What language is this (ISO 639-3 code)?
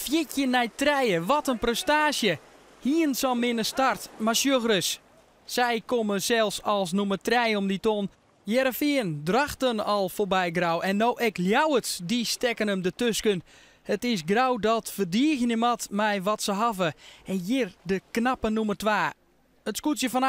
fry